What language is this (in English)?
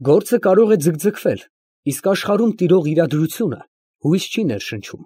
Armenian